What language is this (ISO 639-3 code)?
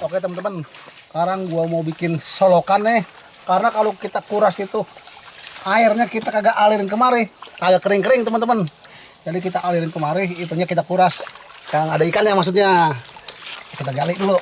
bew